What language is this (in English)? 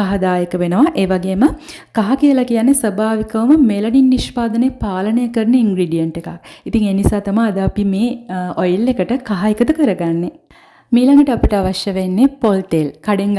Sinhala